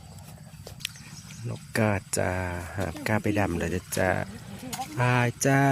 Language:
Lao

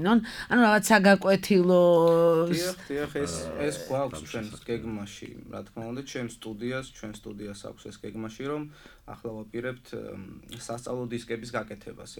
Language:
Georgian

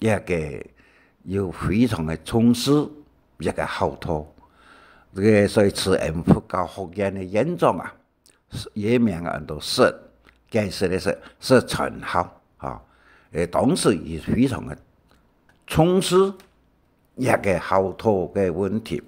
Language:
Hakka Chinese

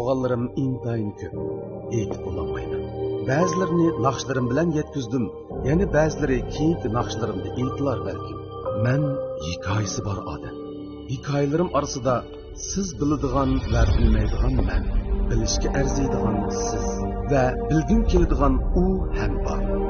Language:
Uyghur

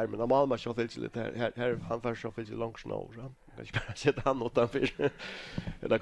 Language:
Faroese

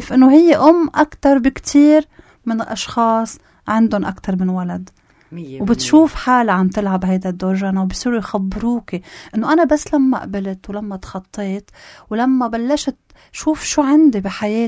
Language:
North Levantine Arabic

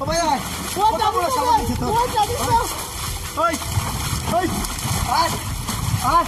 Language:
Sylheti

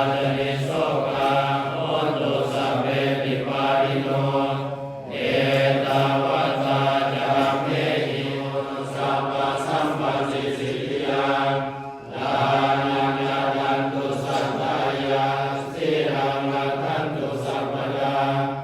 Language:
Pali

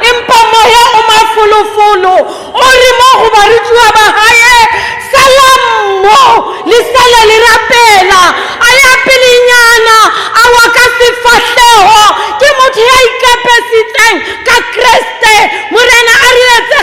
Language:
Southern Sotho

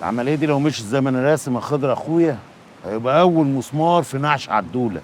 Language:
Egyptian Arabic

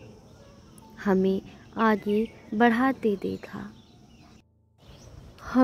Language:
Hindi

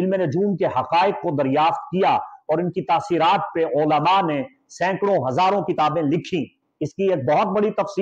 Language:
Urdu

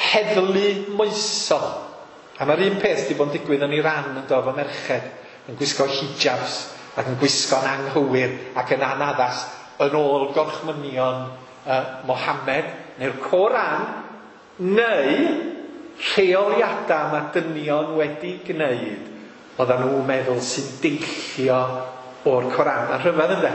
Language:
Welsh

